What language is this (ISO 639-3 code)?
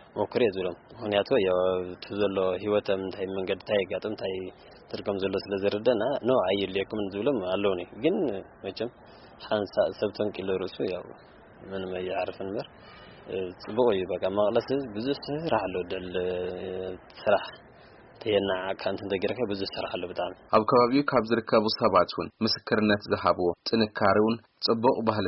tir